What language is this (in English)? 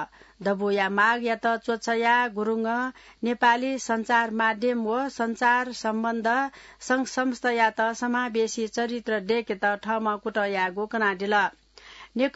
Newari